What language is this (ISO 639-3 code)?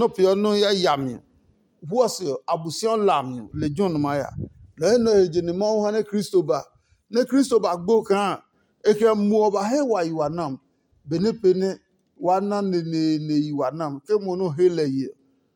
ada